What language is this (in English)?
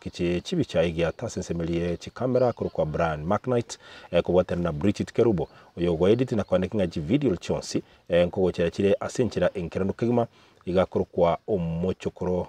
Gusii